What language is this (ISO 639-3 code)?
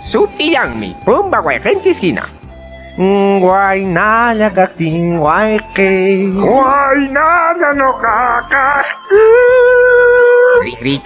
que